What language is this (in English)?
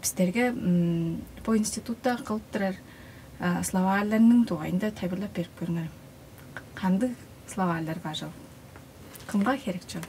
Tuvinian